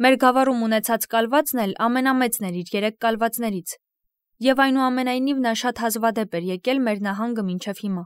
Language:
Armenian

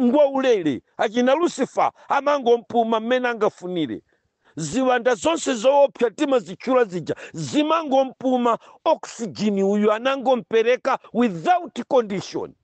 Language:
Nyanja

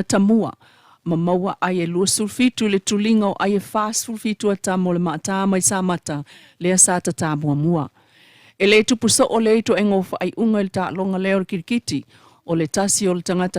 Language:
Samoan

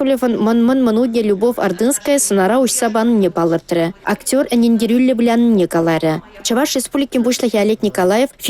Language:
Chuvash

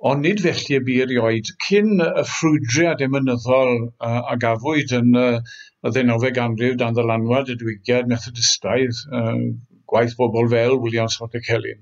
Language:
Welsh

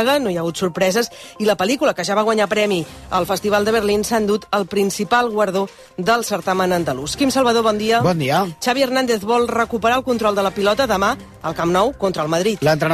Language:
Catalan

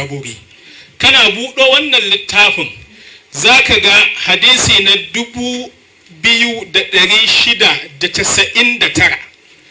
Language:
Hausa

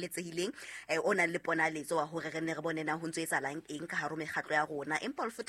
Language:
Southern Sotho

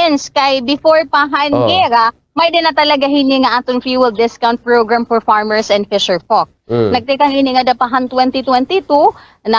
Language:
Waray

